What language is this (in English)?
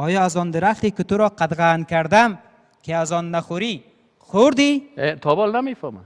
Persian